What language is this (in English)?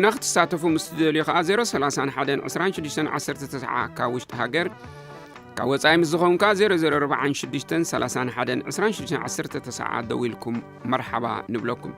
Tigrinya